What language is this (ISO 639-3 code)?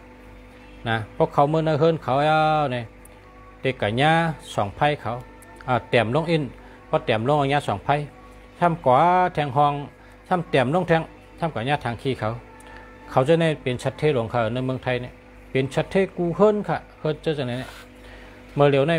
shn